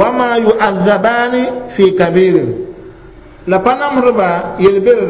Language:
Mossi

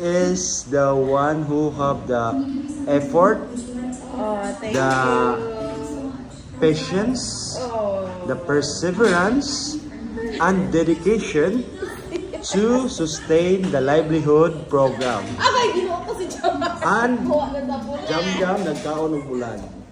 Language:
Cebuano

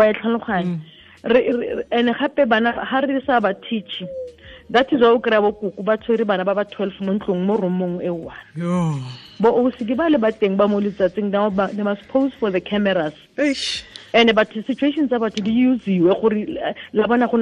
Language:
Tswana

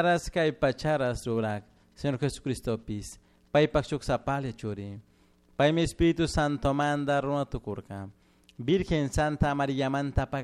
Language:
Chimborazo Highland Quichua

